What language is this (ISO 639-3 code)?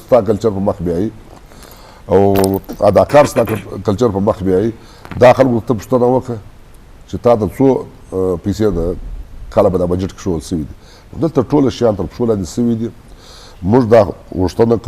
bgp